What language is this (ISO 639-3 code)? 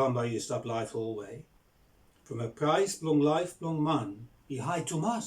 bis